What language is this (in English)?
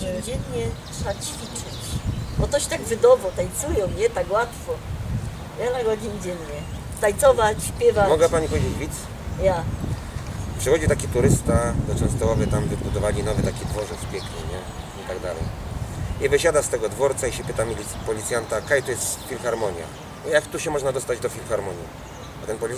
Silesian